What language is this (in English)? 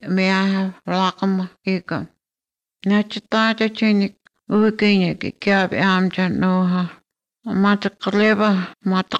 Latvian